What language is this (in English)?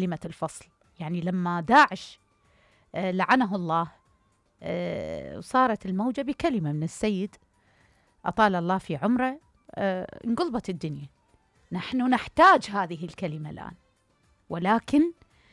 Mesopotamian Arabic